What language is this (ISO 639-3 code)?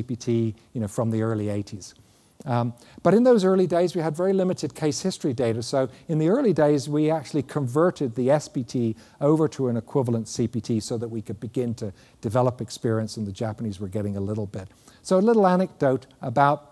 eng